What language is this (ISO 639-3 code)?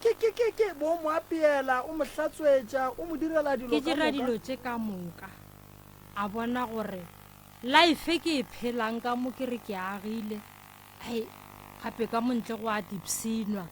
nso